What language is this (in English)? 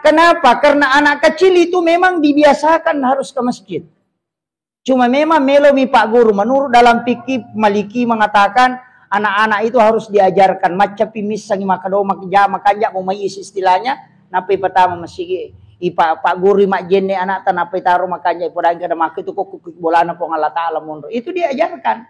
Buginese